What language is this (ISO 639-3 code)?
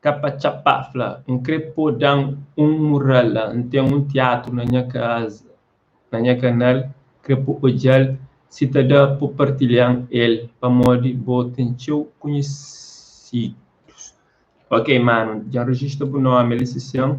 kea